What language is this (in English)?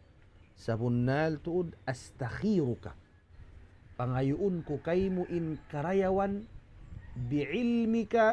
Tausug